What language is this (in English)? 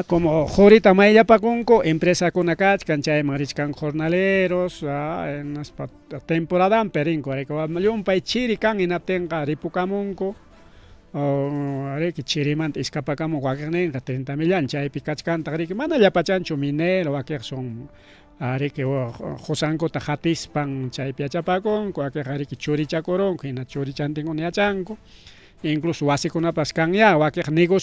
Ayacucho Quechua